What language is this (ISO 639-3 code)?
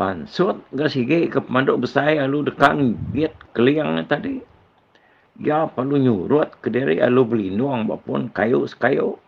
iba